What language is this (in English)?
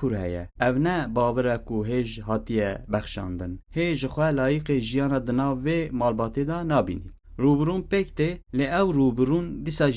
Kurdish